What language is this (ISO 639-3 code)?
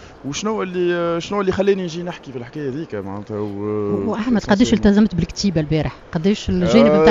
aeb